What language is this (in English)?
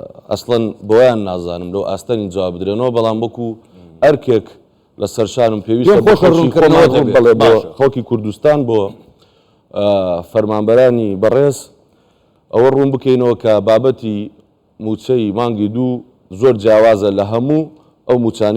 Central Kurdish